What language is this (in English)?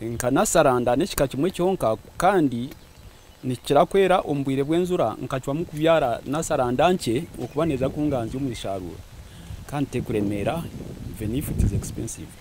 Nyankole